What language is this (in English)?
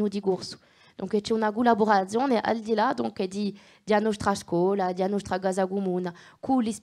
Corsican